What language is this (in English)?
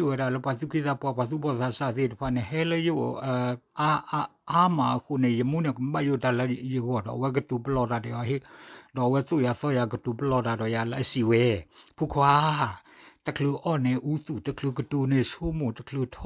S'gaw Karen